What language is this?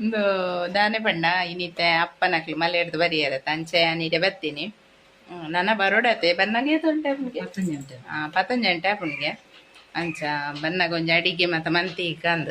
Tulu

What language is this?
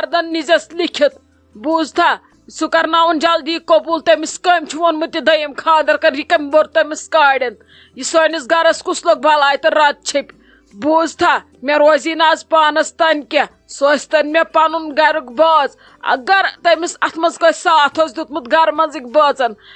Kashmiri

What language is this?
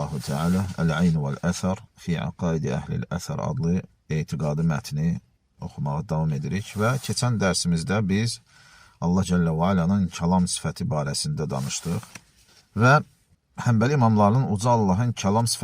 Azerbaijani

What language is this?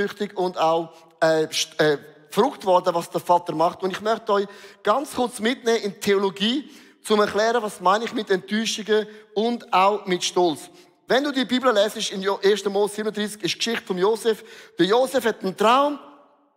Swiss German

